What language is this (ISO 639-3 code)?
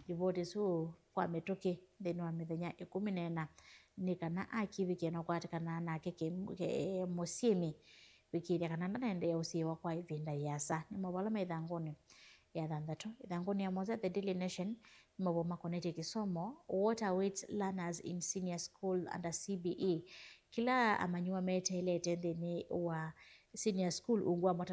kam